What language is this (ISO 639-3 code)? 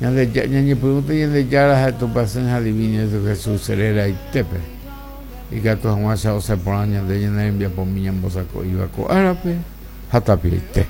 grn